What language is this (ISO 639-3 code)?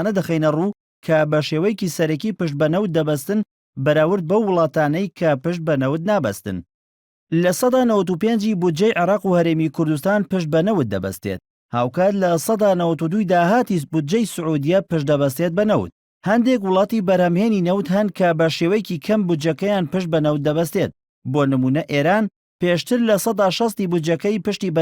ckb